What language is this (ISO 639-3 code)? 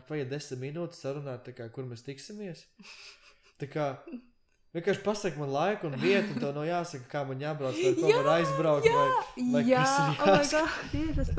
lav